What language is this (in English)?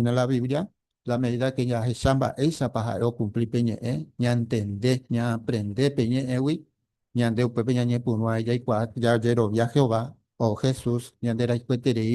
Guarani